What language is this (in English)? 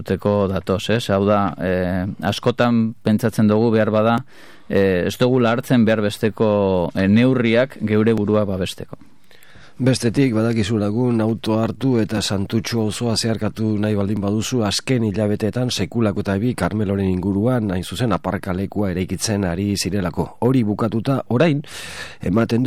Basque